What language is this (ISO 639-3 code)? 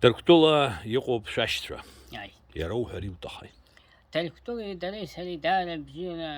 abk